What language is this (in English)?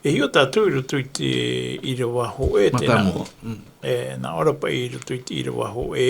Tahitian